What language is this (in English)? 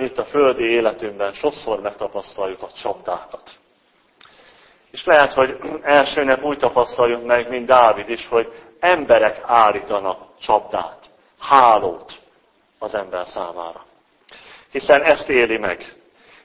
Hungarian